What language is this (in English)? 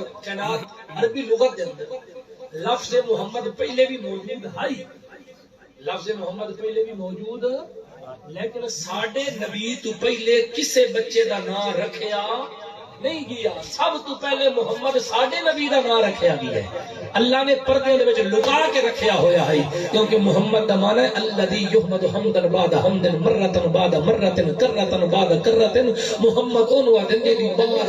Saraiki